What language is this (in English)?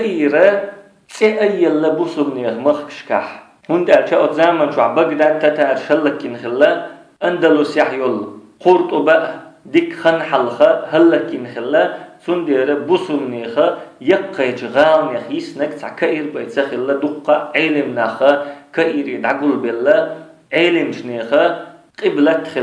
Chechen